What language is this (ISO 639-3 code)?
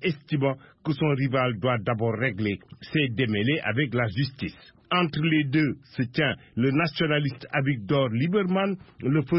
fra